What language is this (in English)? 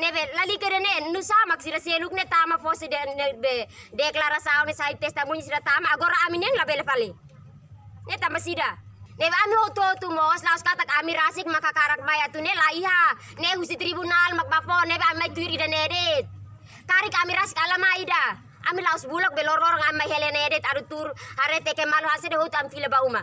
Tetum